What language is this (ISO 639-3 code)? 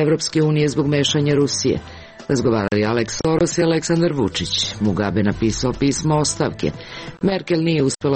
srp